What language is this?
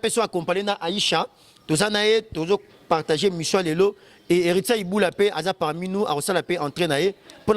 Lingala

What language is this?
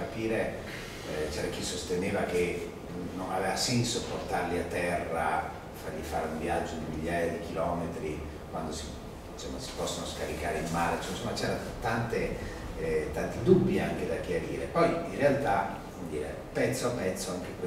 Italian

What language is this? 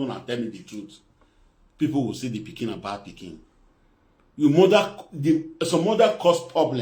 Nigerian Pidgin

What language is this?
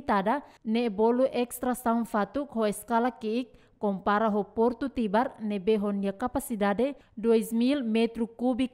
Tetum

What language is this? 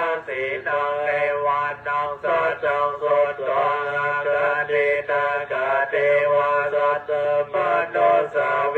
Pali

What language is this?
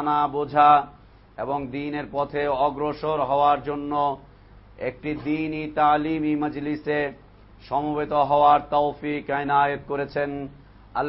Bangla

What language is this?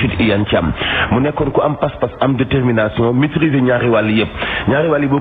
Wolof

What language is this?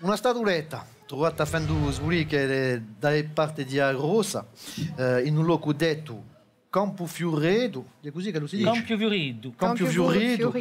Corsican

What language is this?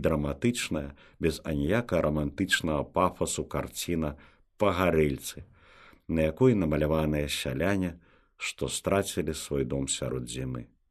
Belarusian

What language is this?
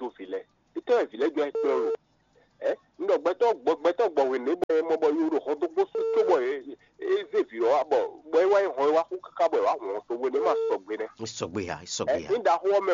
Fon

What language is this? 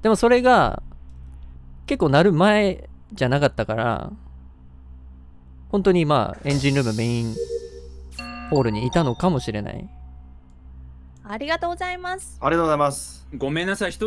Japanese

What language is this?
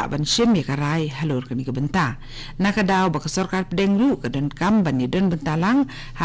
Khasi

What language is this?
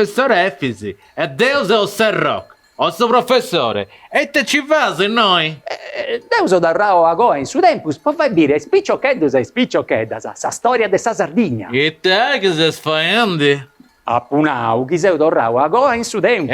Sardinian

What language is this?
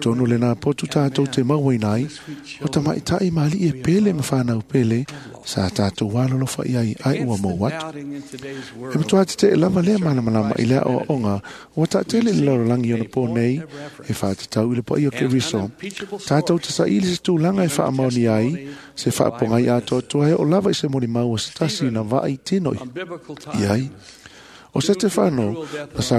Samoan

